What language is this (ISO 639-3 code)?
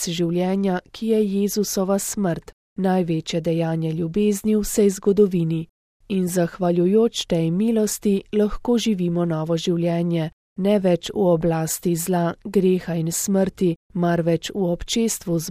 slv